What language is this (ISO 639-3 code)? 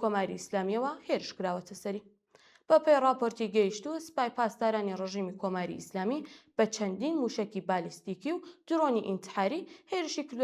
ckb